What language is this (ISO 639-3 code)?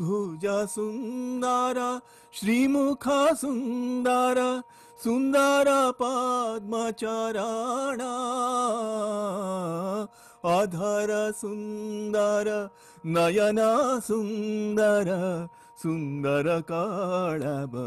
ori